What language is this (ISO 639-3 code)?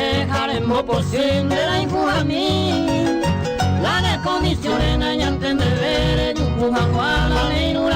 grn